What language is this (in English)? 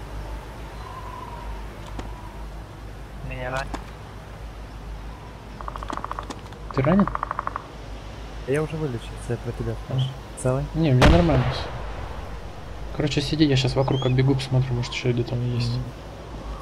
Russian